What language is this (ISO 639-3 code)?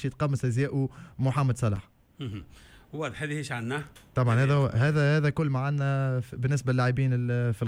aeb